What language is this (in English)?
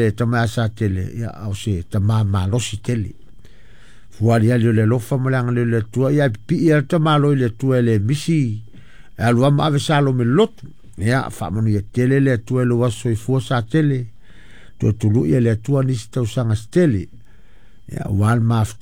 Samoan